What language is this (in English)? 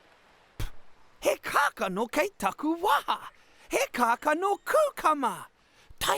Māori